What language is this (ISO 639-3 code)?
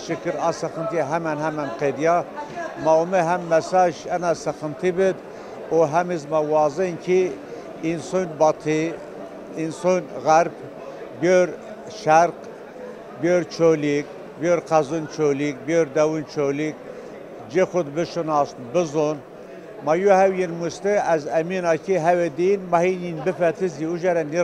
zza